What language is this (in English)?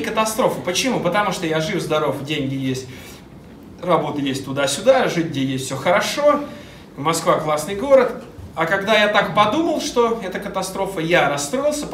Russian